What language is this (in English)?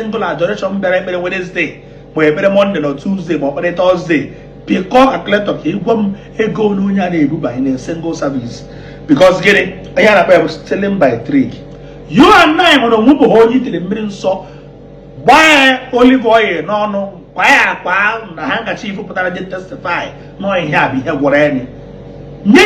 Igbo